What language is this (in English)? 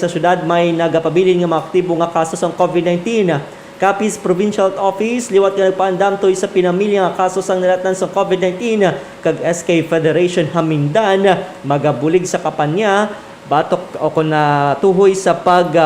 Hiligaynon